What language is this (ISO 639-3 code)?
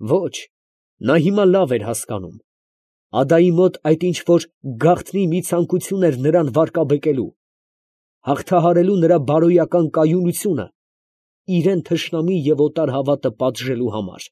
hye